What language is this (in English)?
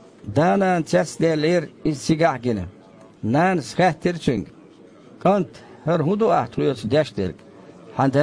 Chechen